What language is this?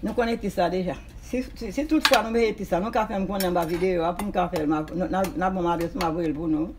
Haitian Creole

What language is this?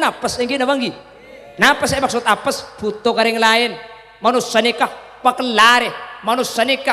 Madurese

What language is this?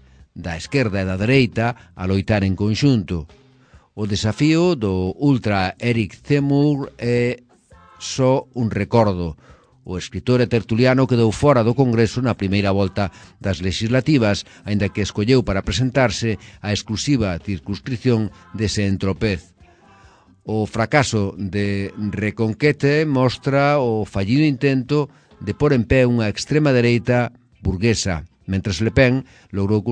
Galician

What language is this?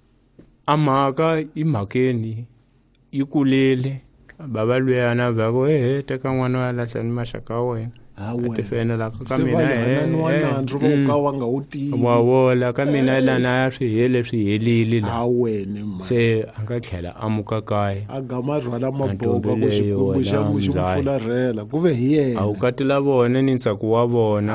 Tsonga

